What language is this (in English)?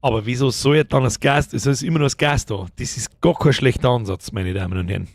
Bavarian